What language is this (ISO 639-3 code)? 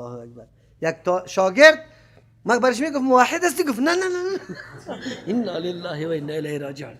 fas